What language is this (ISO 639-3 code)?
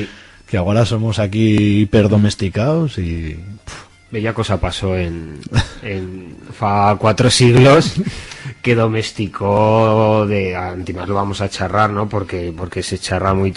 arg